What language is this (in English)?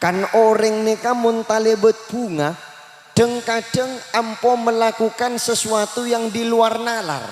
Madurese